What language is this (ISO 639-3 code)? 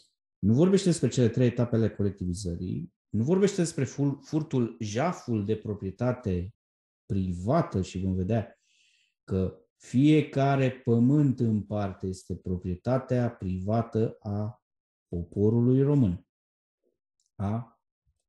ron